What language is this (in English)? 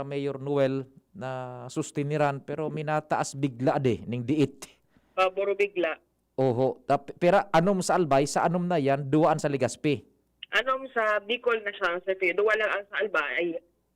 Bikol